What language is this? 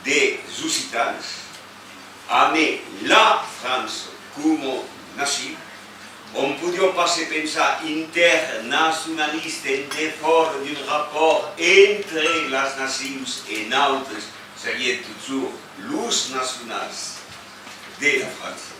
Occitan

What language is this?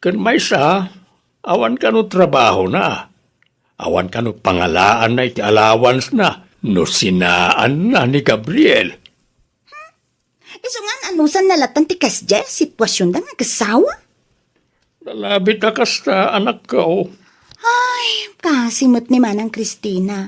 Iloko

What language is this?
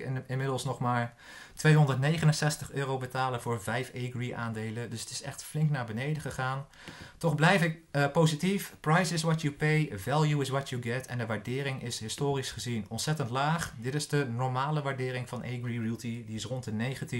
Dutch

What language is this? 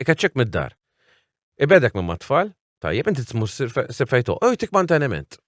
Maltese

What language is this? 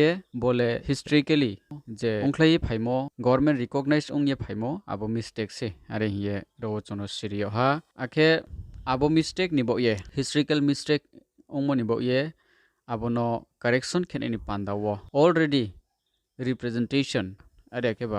Riang (India)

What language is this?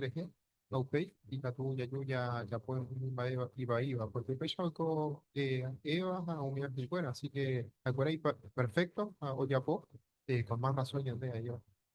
Guarani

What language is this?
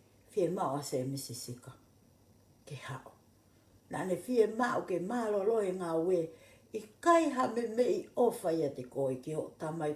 Tongan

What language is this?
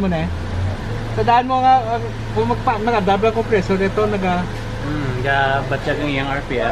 Hiligaynon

